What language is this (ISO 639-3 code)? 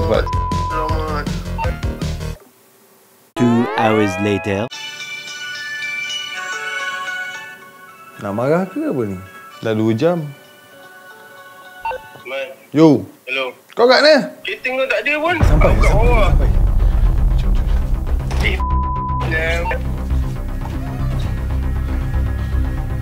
msa